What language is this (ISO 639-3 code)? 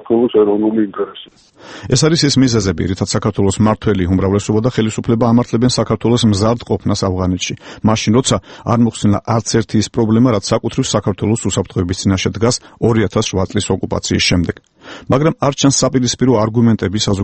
kat